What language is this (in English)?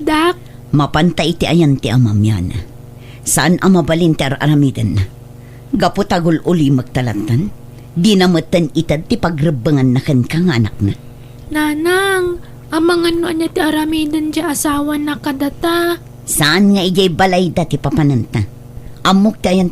Iloko